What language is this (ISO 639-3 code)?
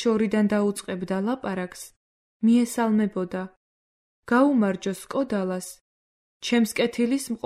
kat